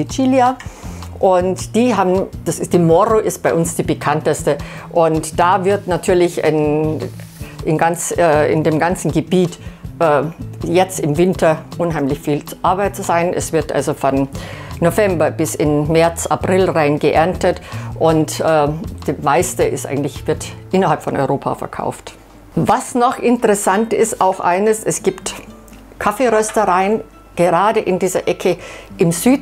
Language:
German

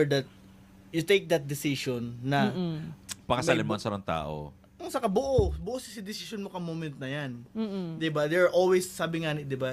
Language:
Bikol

